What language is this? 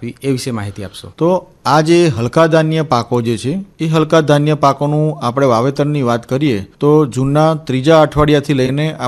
Gujarati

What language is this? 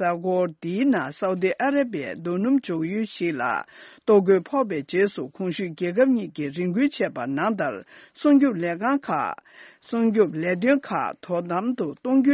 Tibetan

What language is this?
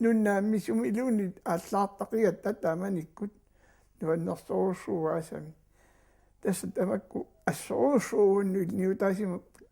Kalaallisut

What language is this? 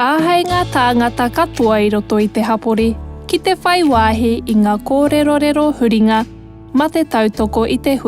Māori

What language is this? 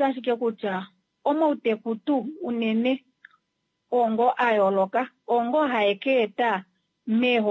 Kuanyama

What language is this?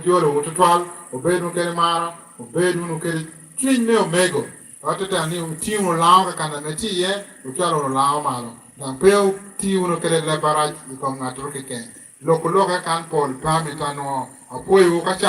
Lango (Uganda)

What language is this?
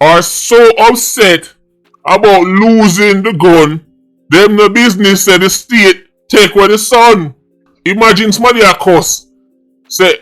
Jamaican Creole English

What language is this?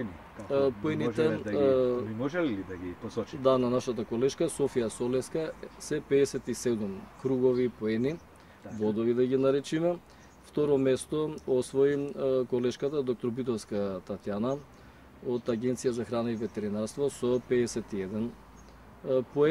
Macedonian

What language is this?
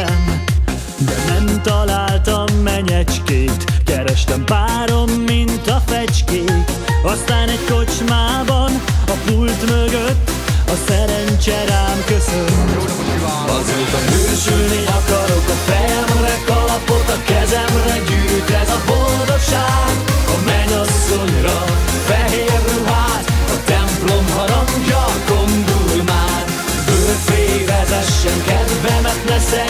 Hungarian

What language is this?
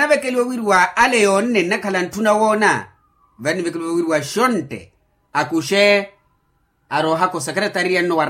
Makhuwa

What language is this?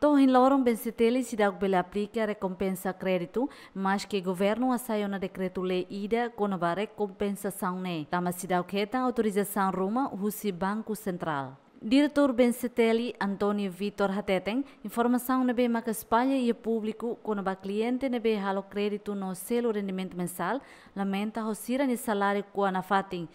Tetum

